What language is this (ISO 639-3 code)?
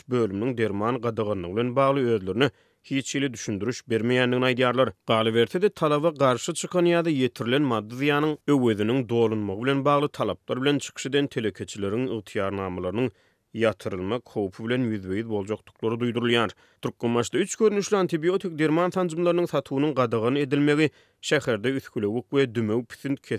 tuk